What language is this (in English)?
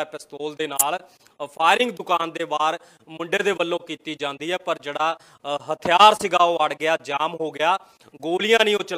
Punjabi